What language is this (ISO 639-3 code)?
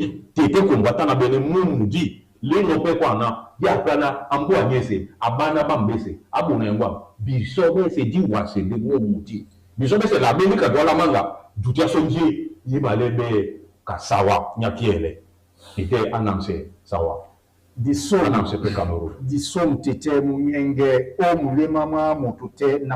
dua